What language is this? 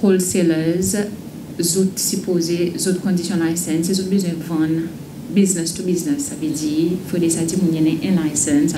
Seselwa Creole French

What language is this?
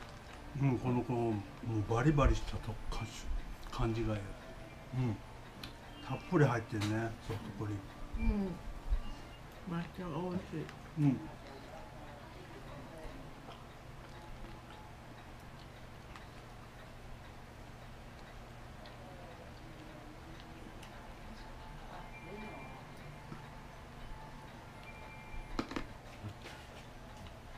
Japanese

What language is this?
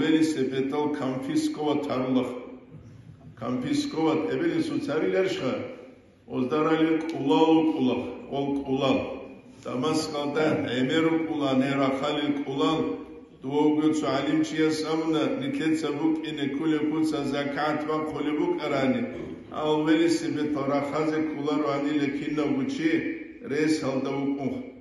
Avaric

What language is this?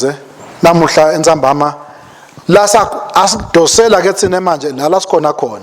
Swati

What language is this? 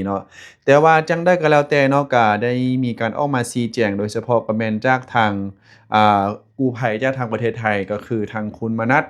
Lao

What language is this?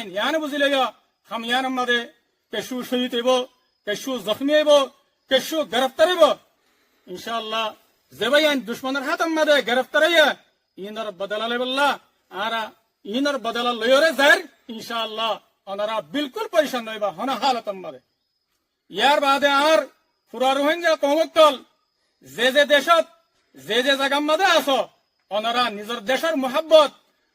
Rohingya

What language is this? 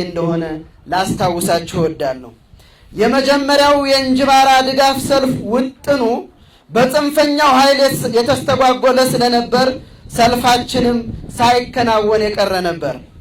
Amharic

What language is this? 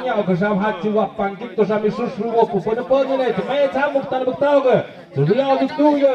Tlahuitoltepec Mixe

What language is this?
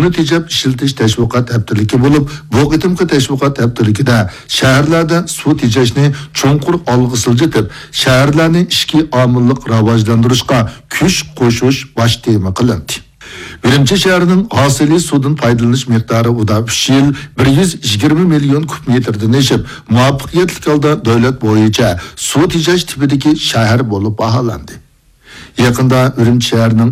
Uyghur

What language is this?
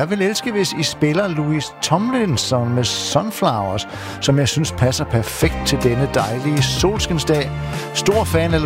Danish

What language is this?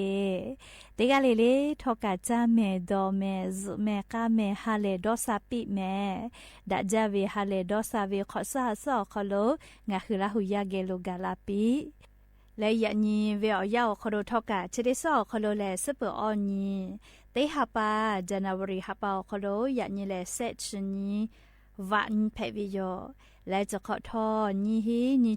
Lahu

